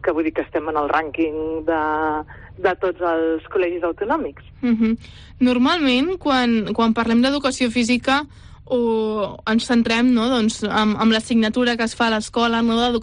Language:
Catalan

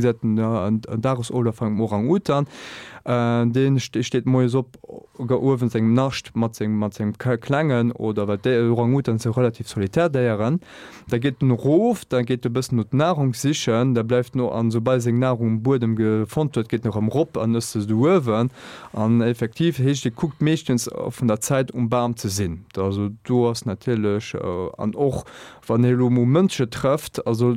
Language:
Luxembourgish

